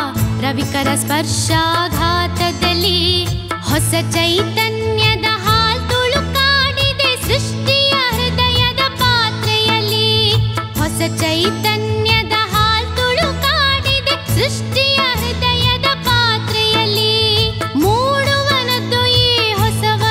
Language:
Kannada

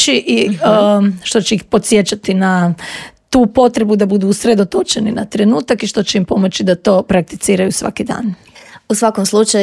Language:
Croatian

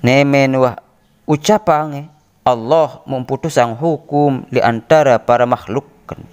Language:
Sasak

